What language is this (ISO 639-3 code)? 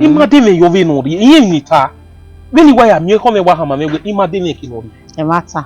bin